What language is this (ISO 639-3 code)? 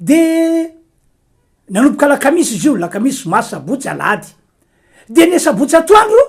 mlg